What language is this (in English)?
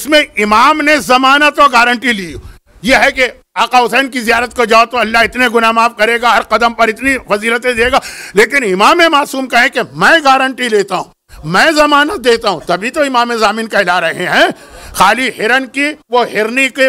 Urdu